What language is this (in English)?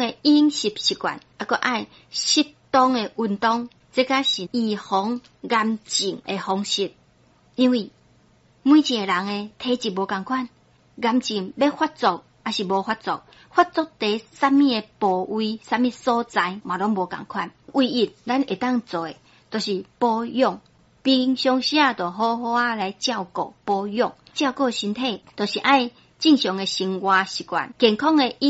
Min Nan Chinese